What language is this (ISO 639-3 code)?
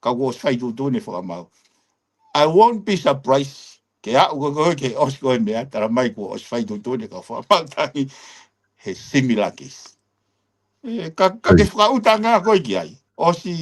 ton